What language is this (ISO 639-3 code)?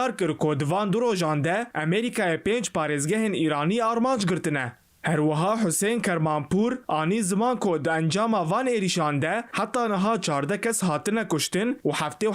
kur